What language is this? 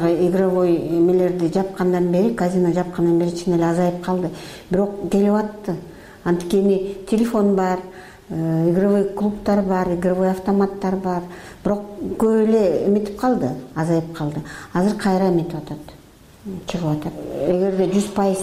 Kyrgyz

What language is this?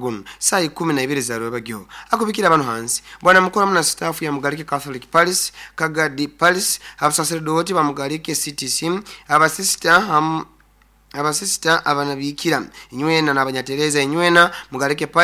Nyoro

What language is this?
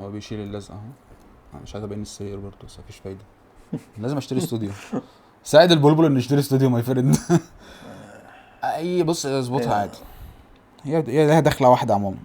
Egyptian Arabic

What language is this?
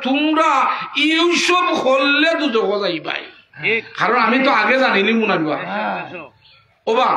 Sylheti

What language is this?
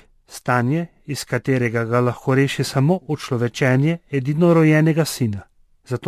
Slovenian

